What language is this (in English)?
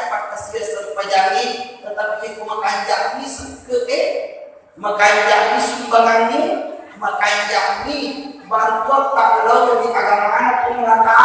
Buginese